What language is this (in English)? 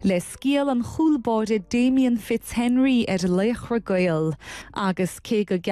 Irish